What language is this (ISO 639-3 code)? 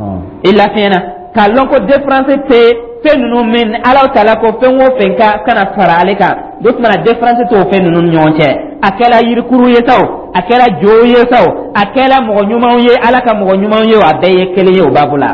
dyu